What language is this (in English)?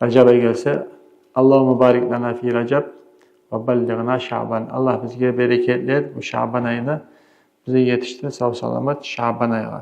Kumyk